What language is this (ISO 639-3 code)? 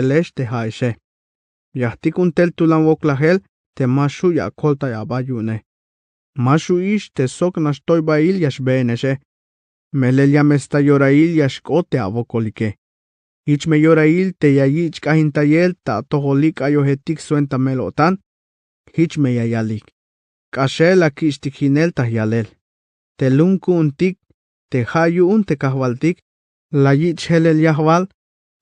tzh